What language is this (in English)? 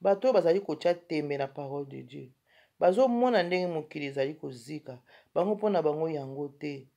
Lingala